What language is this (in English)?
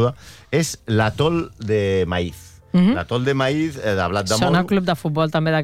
Catalan